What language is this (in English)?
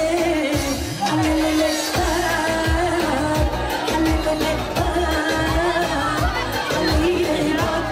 Bulgarian